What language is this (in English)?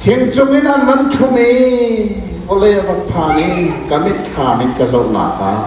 Hakha Chin